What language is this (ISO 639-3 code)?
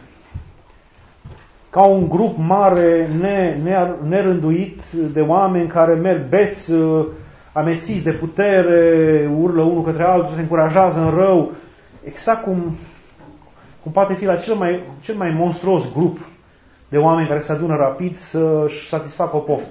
ron